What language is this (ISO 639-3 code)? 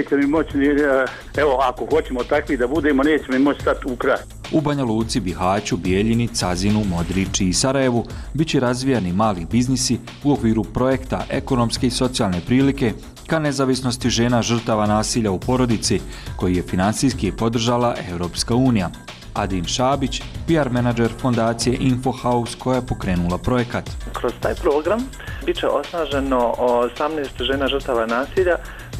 bos